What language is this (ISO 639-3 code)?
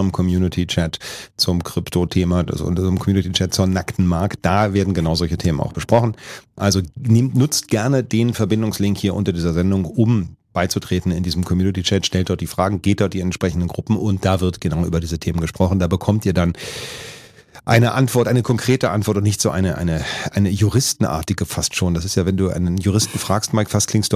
deu